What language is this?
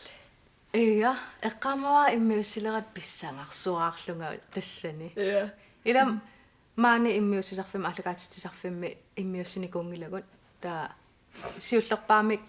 Kalaallisut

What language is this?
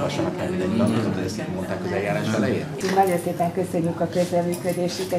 Hungarian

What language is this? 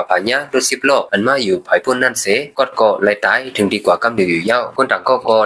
Shan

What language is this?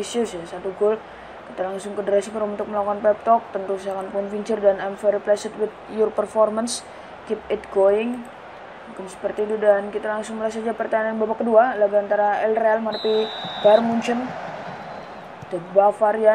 Indonesian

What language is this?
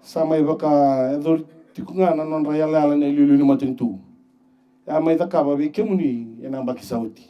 Fijian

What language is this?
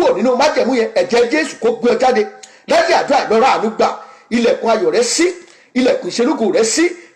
Yoruba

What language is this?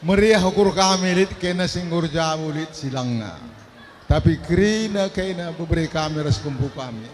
Batak Karo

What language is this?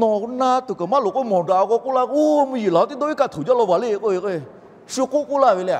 Lahu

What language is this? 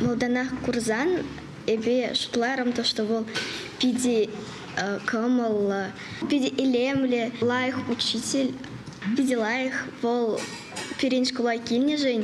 Chuvash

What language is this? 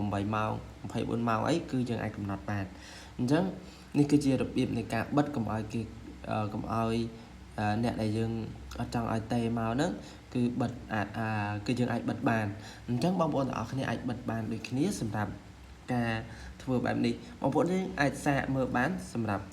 Khmer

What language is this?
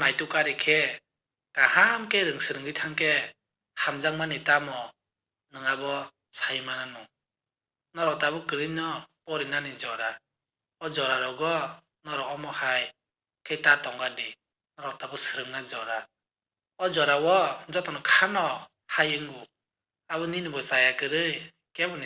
Kok Borok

